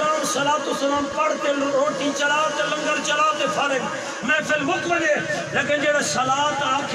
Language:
Saraiki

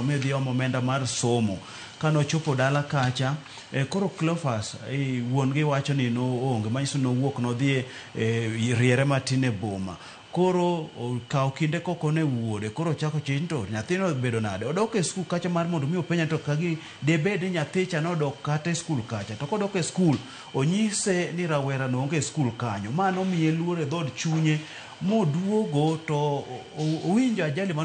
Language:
Luo (Kenya and Tanzania)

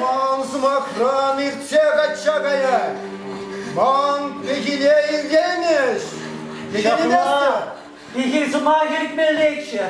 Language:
Chuvash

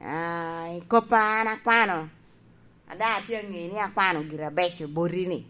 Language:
Lango (Uganda)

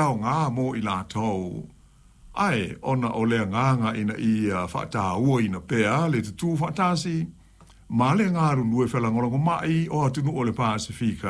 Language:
Samoan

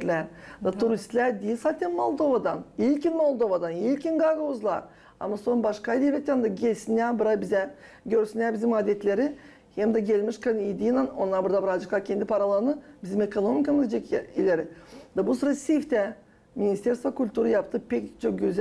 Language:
Gagauz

